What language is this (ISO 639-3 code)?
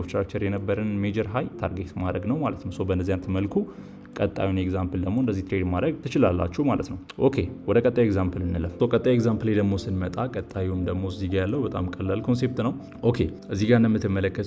amh